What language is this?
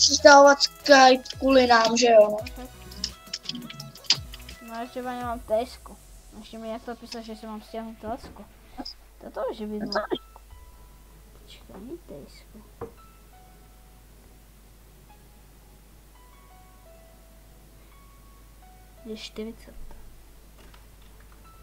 Czech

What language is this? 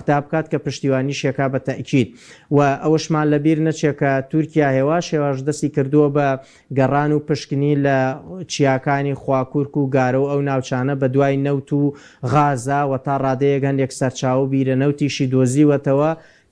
Central Kurdish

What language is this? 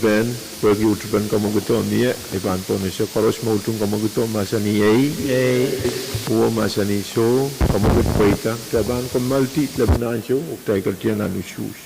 Pohnpeian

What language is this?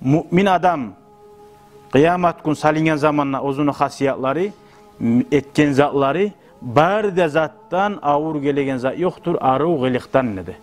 Kumyk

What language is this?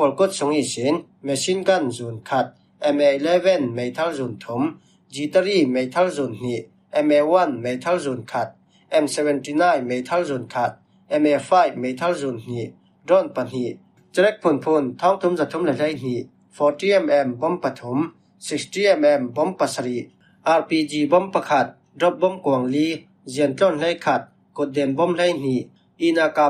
Falam Chin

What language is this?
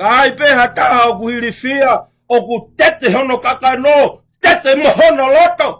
Tongan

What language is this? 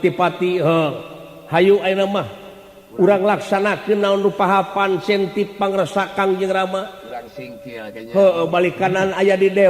Sundanese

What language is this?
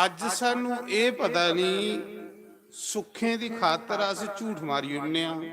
Dogri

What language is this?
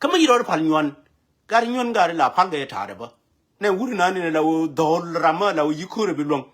Nuer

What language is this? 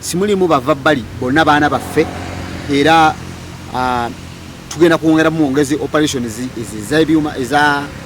Ganda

